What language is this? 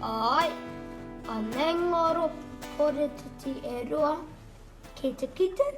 Māori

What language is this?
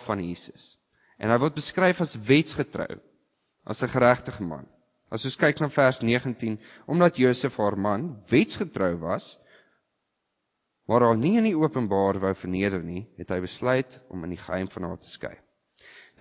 Afrikaans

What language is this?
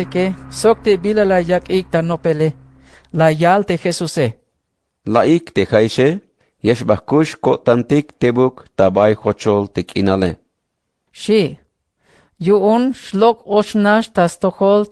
Tzeltal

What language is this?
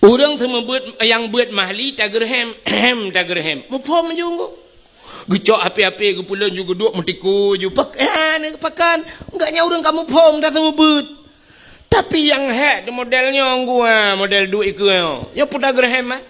Achinese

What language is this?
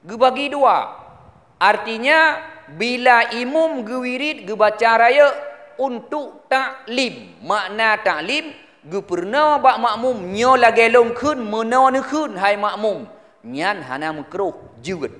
Achinese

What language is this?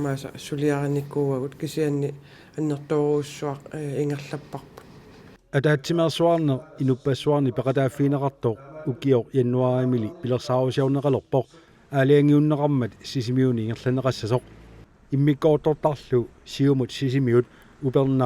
Kalaallisut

